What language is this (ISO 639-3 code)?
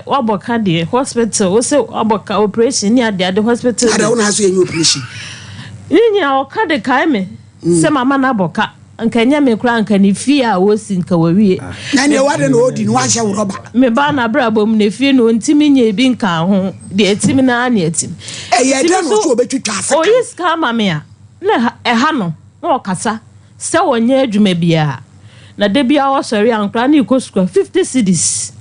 aka